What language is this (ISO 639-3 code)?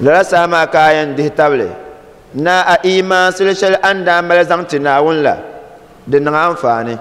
dag